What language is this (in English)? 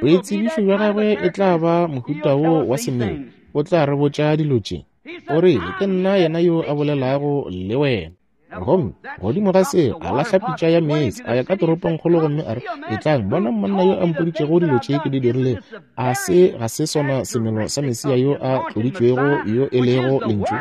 Northern Sotho